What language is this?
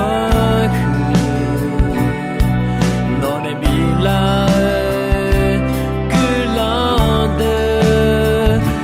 Akha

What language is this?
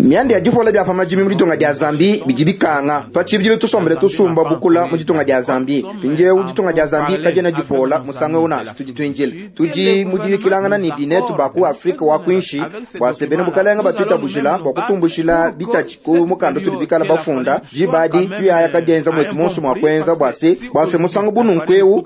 Luba-Lulua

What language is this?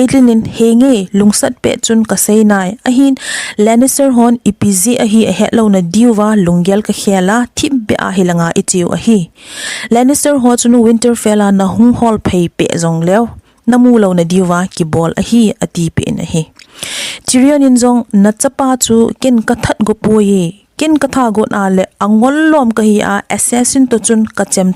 Thado Chin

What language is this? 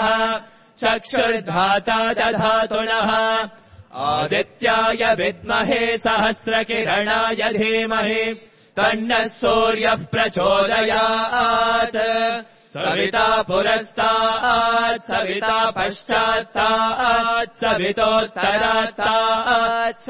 Sanskrit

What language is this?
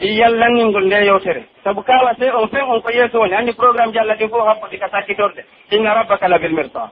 Pular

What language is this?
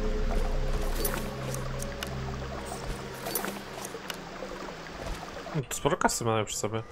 Polish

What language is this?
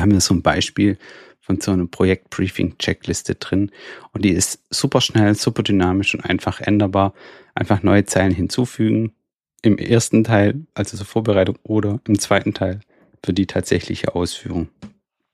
German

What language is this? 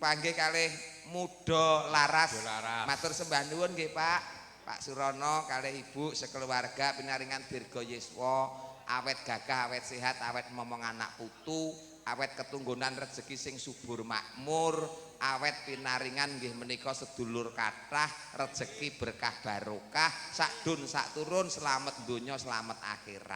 Javanese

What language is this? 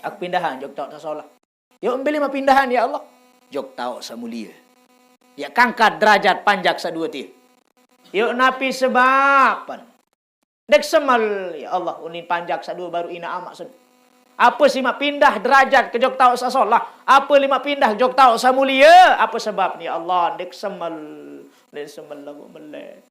Sasak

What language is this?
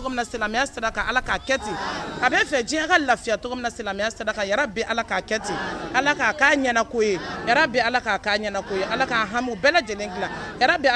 Bambara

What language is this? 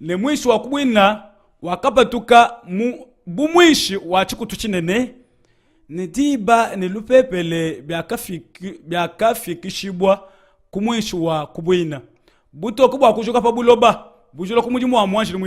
Luba-Lulua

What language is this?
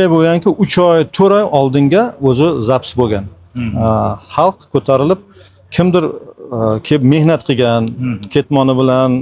Uzbek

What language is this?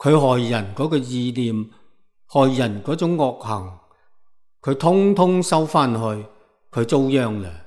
Cantonese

